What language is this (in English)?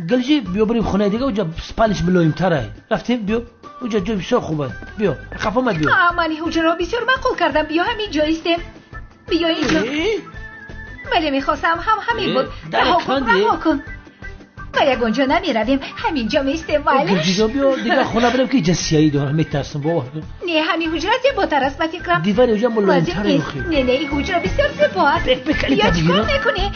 Tajik